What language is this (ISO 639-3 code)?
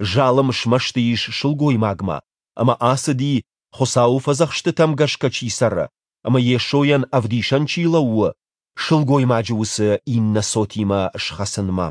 oss